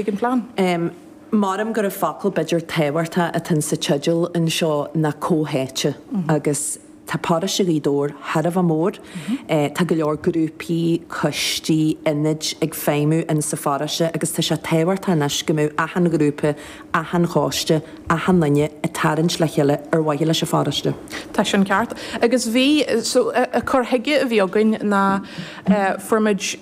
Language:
Irish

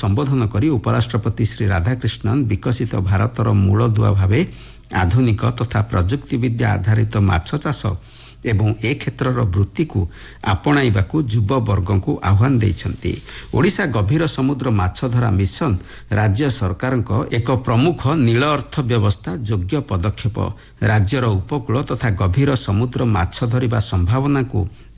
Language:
Odia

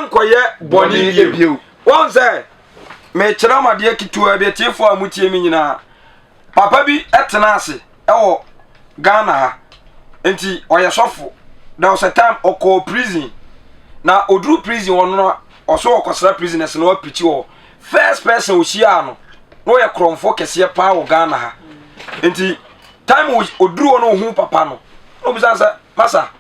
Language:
Akan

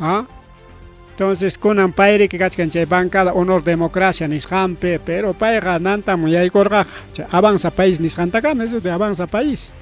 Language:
Ayacucho Quechua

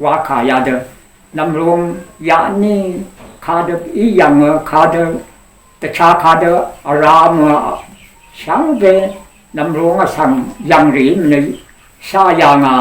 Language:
Rawang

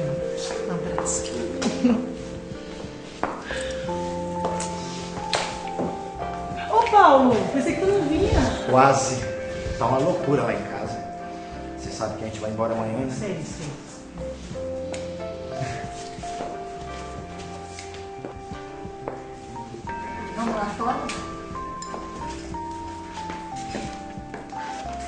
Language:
Portuguese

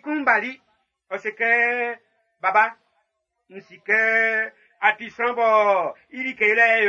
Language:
Baoulé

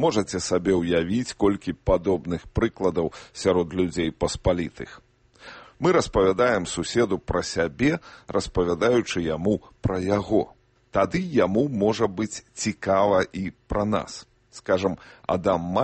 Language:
Belarusian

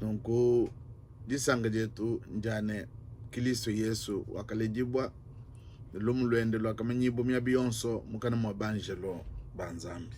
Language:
Luba-Lulua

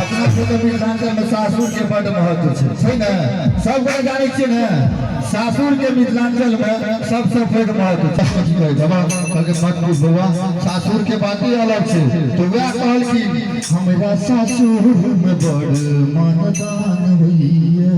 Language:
Maithili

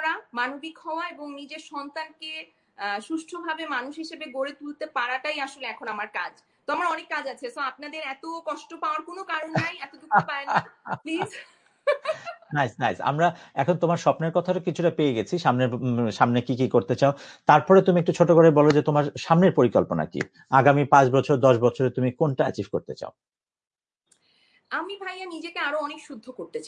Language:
Bangla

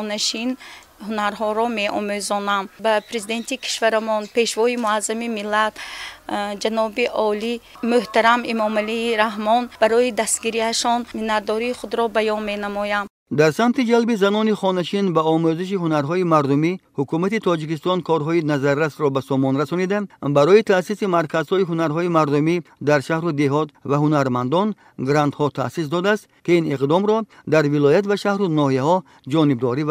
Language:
Tajik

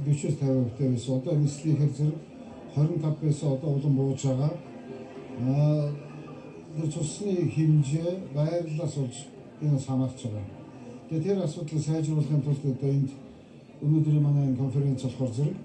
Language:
Mongolian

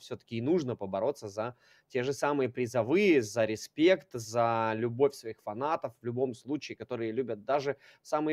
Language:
Russian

